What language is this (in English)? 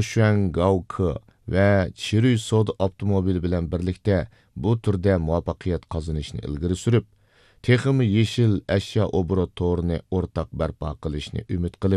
Uyghur